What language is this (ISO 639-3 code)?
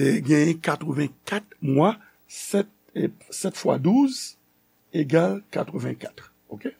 hat